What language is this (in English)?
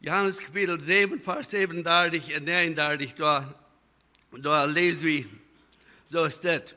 Plautdietsch